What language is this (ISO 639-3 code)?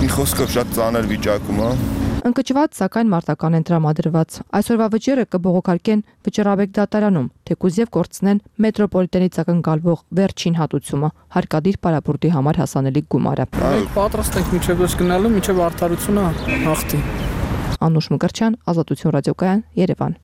hye